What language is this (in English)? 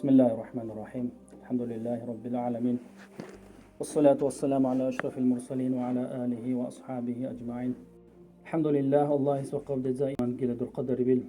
Dargwa